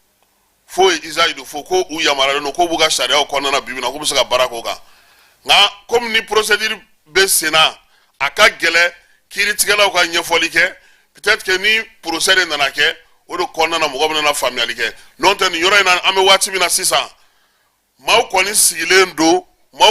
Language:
Bambara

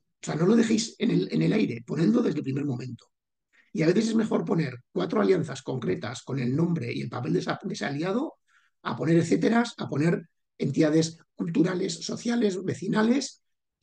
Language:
Spanish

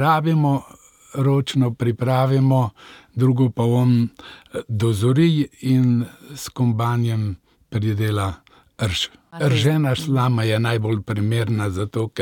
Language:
Slovenian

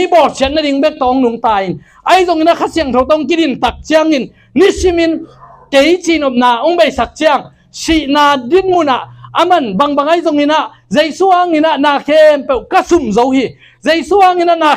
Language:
Tedim Chin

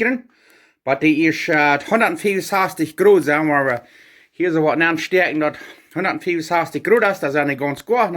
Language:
Plautdietsch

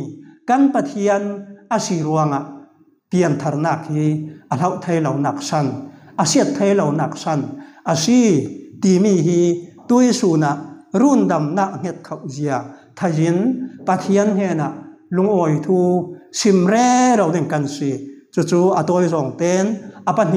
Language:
Falam Chin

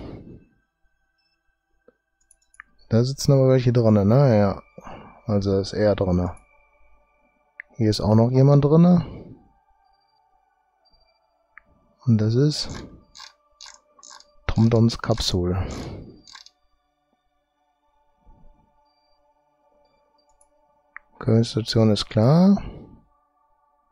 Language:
German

